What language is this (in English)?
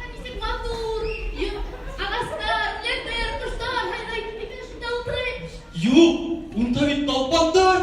Bashkir